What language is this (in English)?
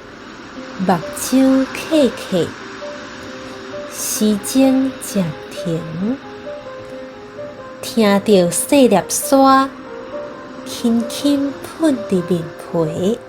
Min Nan Chinese